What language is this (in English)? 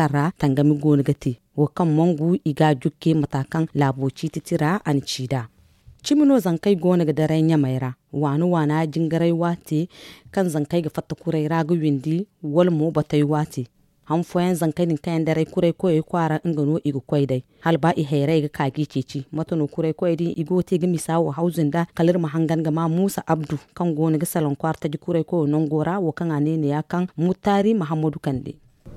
Zarma